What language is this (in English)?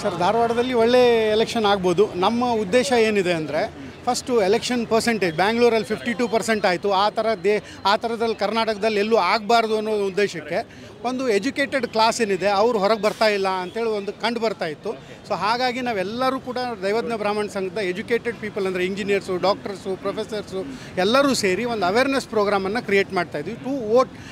Kannada